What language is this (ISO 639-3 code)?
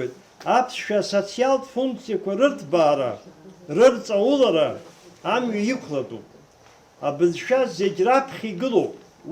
abk